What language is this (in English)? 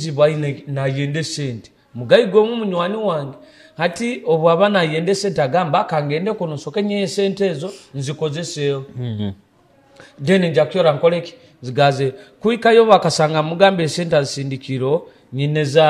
Nyoro